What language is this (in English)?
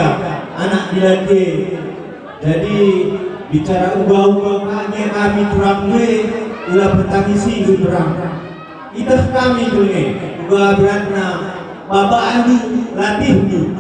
Batak Karo